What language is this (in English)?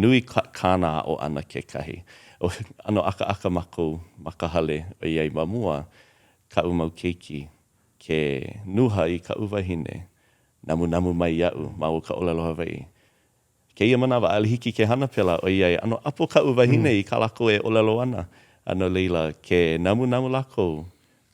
Hawaiian